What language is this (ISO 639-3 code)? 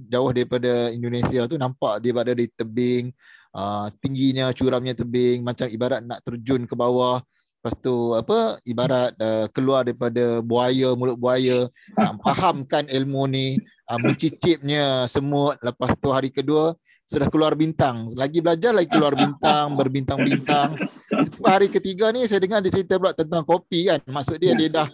msa